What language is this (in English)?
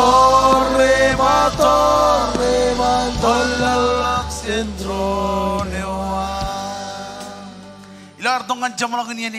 Marshallese